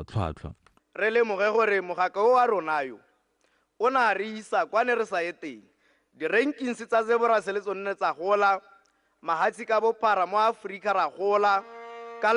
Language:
Tswana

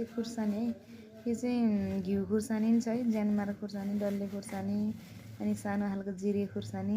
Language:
Nepali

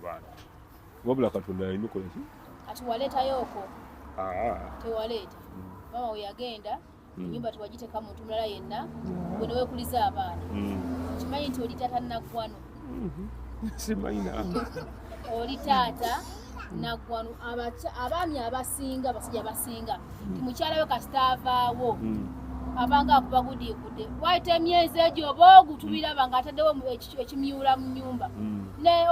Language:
Ganda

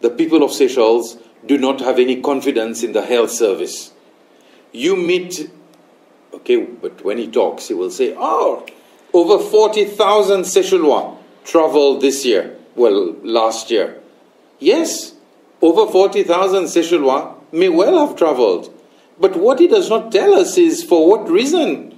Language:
Seselwa Creole French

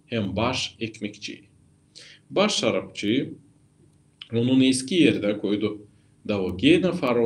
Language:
Gagauz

